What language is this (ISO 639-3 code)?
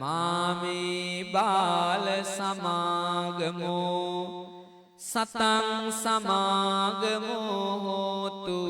sin